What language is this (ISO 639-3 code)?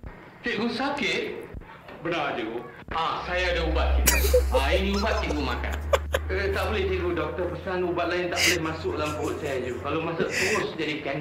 msa